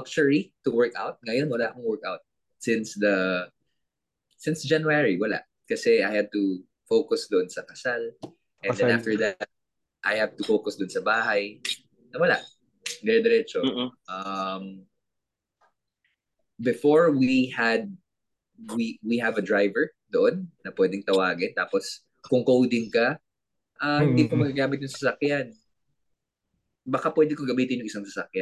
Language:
Filipino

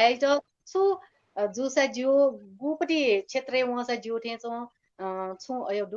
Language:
Newari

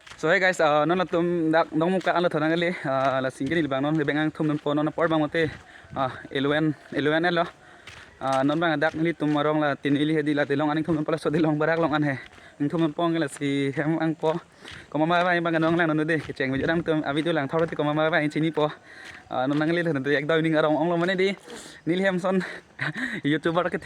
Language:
Karbi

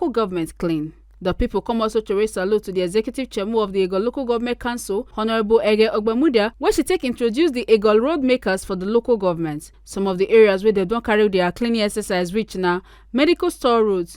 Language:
Nigerian Pidgin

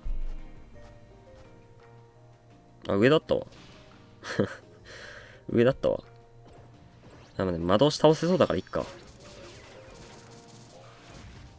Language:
Japanese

